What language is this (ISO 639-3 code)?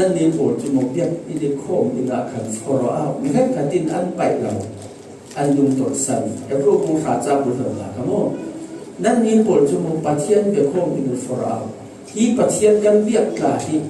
cfm